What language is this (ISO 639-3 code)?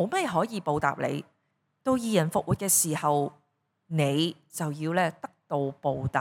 yue